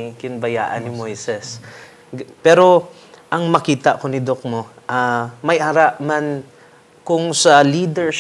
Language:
Hiligaynon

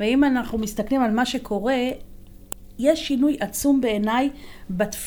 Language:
Hebrew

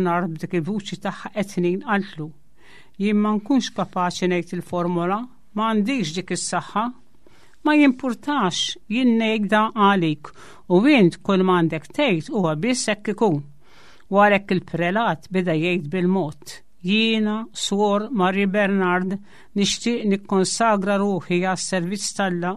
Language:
Maltese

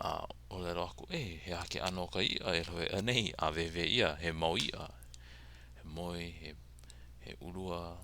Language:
Hawaiian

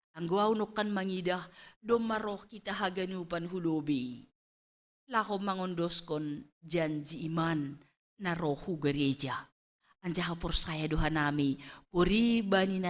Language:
Batak Simalungun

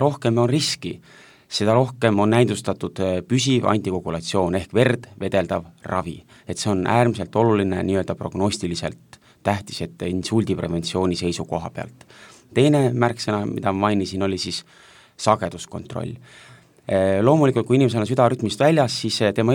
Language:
Estonian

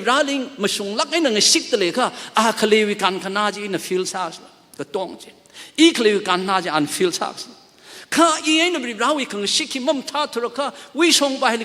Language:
Tangkhul Naga (India)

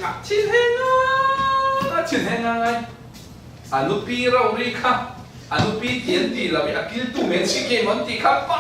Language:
Falam Chin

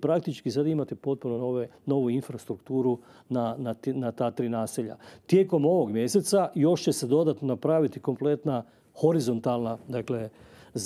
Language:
Croatian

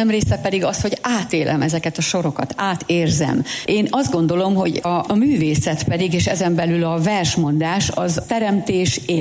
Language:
Hungarian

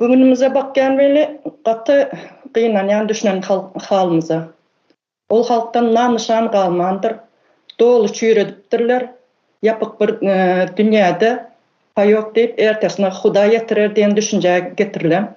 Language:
Turkmen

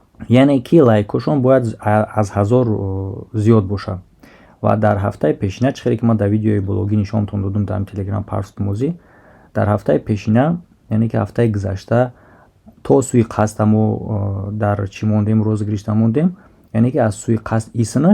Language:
Tajik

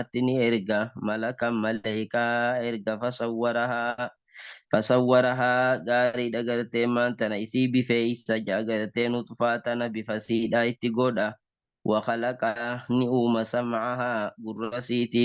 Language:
Oromo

